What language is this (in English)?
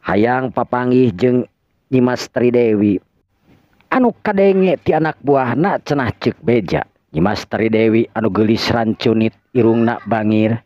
Sundanese